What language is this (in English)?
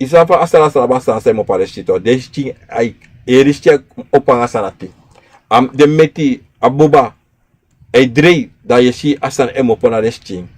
Sranan Tongo